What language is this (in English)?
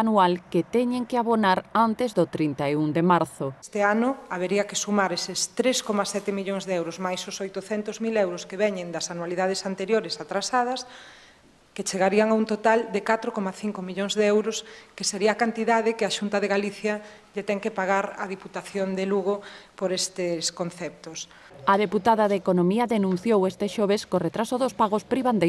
Galician